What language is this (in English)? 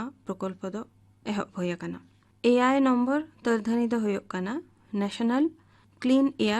Santali